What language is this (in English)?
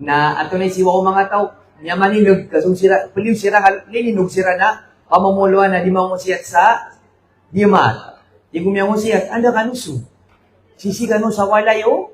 Maranao